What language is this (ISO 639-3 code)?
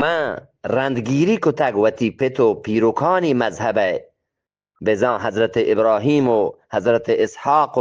bgp